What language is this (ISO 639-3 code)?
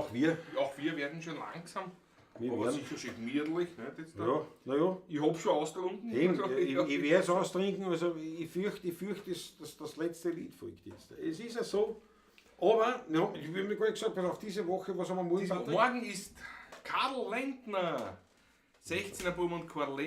bar